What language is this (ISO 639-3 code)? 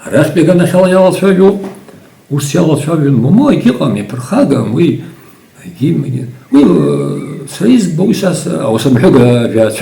abk